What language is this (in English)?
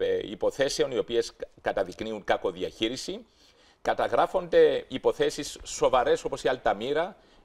Greek